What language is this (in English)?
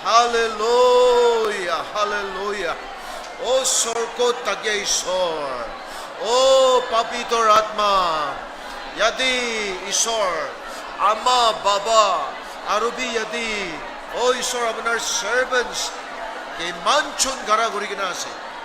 Naga Pidgin